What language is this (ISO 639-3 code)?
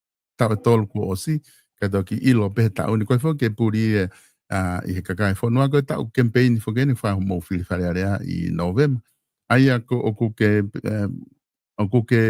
ton